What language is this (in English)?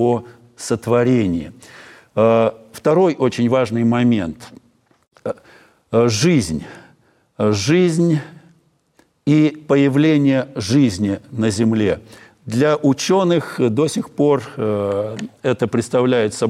Russian